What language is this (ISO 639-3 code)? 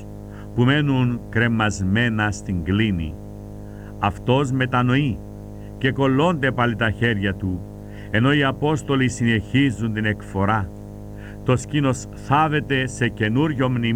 ell